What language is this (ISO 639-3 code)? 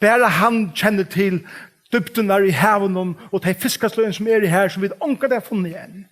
fao